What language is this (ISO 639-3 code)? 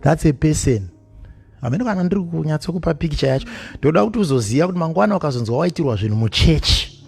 sna